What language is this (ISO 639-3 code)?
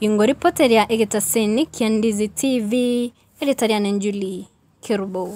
guz